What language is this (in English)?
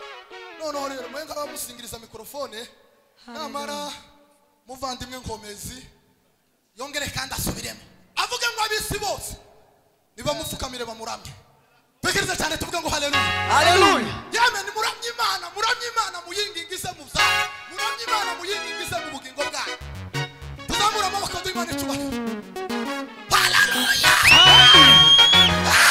Kinyarwanda